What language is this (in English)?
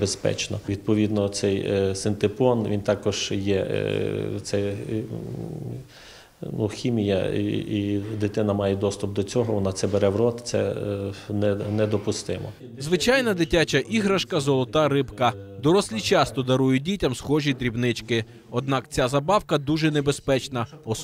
Ukrainian